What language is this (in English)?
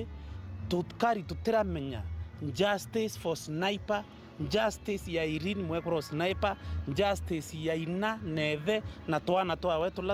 Meru